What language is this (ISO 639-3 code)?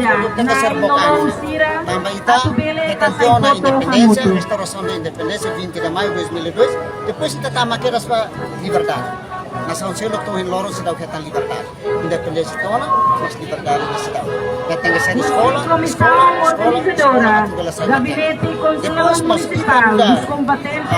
tet